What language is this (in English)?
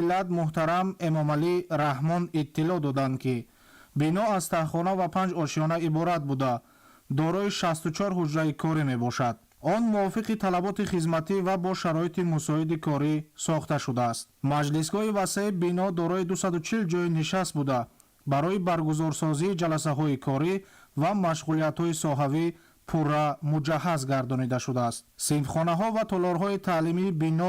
Tajik